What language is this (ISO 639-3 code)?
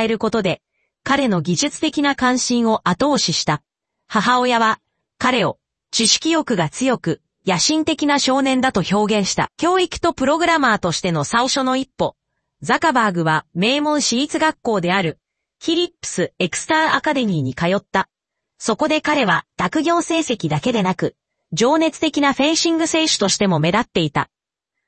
jpn